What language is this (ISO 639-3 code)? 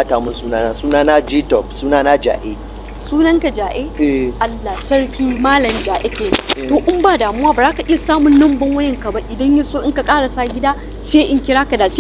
hau